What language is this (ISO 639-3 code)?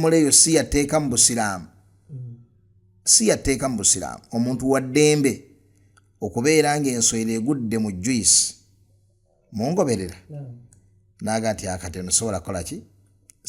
lug